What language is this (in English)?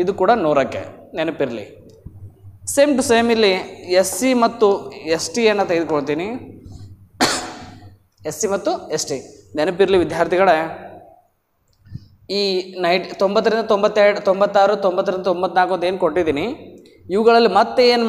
Kannada